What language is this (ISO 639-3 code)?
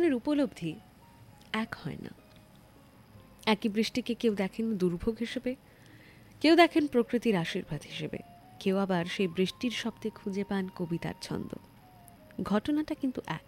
ben